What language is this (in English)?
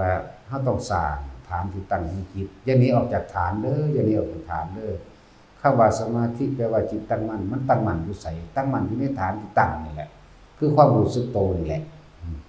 Northeastern Thai